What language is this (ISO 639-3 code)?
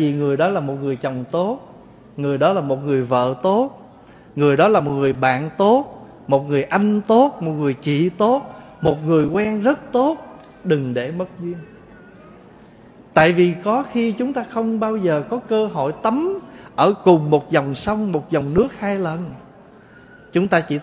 vie